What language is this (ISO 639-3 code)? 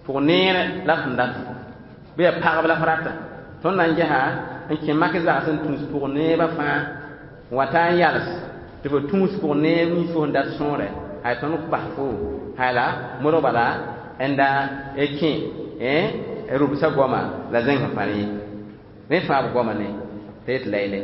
mos